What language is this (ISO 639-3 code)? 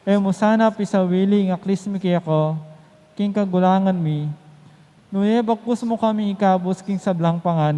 pam